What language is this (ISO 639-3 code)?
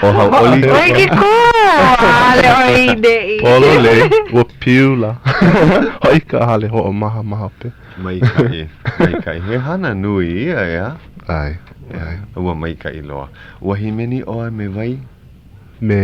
haw